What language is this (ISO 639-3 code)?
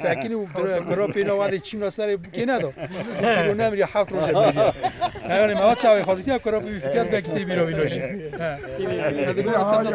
kur